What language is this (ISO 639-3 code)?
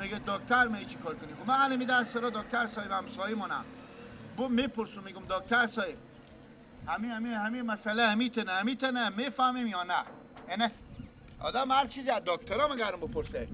fas